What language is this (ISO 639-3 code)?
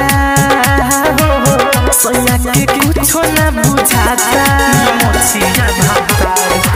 bho